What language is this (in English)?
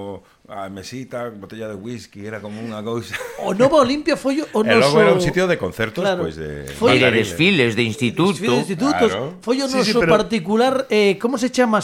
Galician